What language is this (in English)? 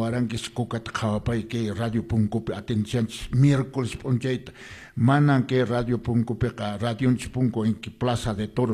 Quechua